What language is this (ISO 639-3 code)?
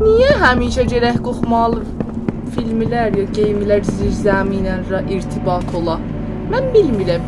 azb